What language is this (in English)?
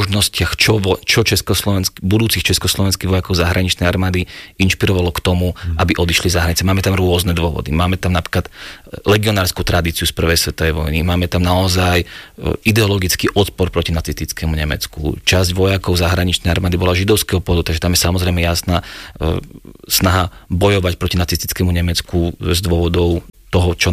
Slovak